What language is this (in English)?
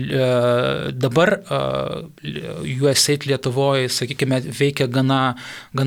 Lithuanian